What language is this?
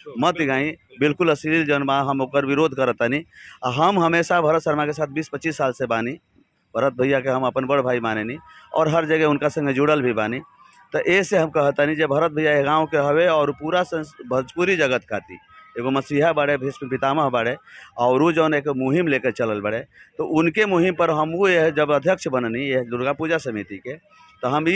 Bhojpuri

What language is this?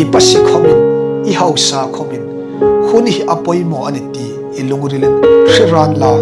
Hmar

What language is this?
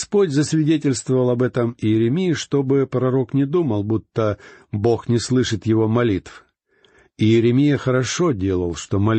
Russian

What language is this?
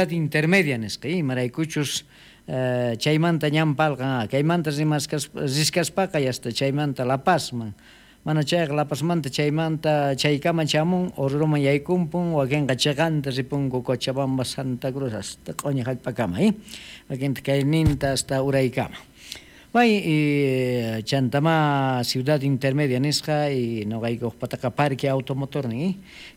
South Bolivian Quechua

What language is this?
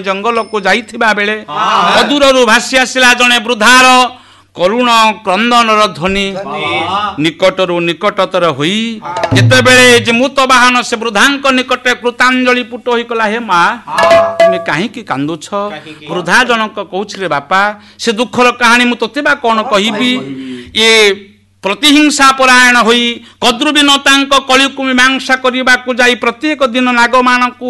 Odia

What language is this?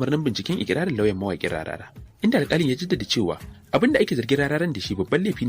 Hausa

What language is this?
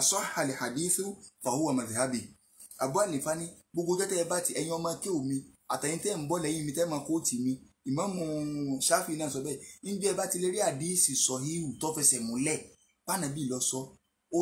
Yoruba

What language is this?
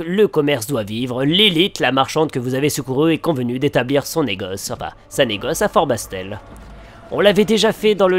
French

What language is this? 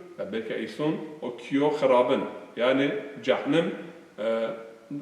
Zaza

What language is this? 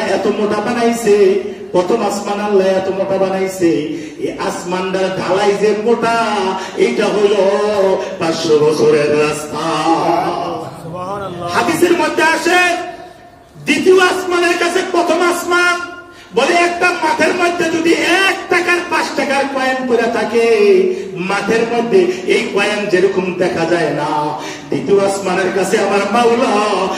Bangla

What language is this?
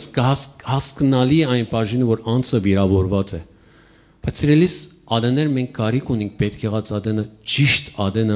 Western Armenian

